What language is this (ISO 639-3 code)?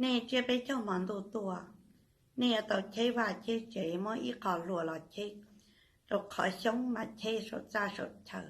hmn